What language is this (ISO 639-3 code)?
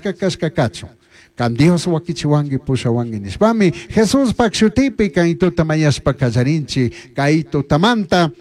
qug